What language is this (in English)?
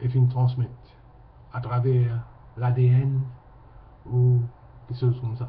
Morisyen